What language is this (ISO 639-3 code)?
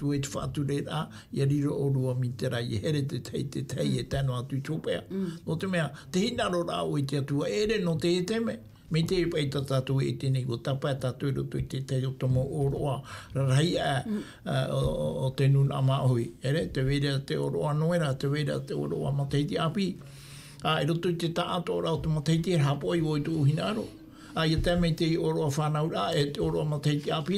tah